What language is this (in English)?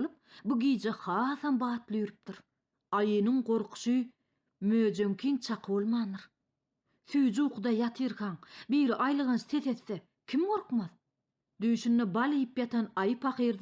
Turkmen